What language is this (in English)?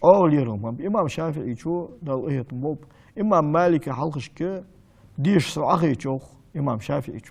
Ingush